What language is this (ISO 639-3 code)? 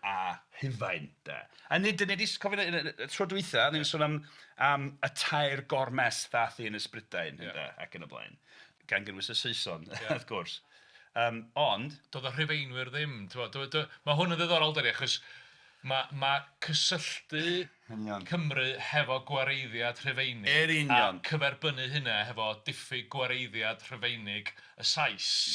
cym